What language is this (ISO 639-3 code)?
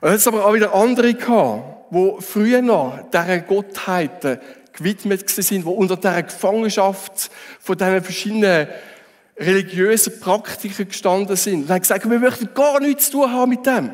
gsw